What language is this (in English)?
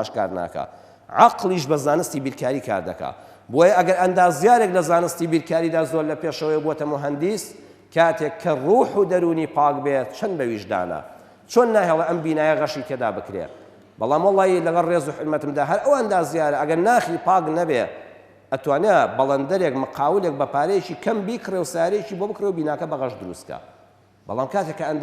Central Kurdish